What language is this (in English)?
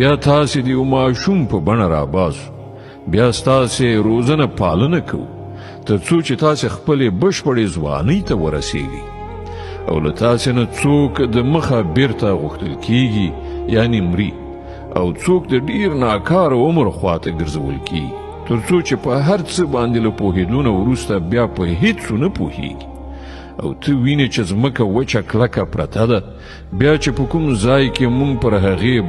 Pashto